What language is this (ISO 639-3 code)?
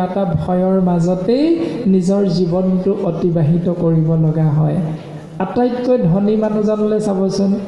asm